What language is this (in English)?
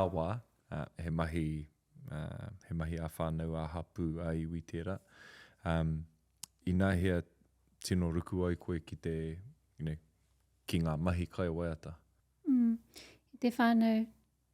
Māori